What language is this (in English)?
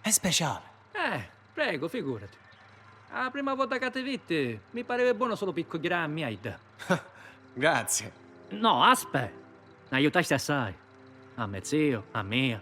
Sicilian